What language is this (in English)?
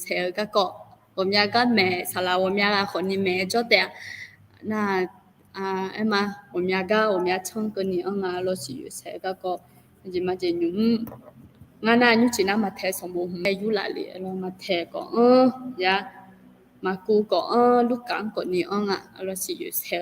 Akha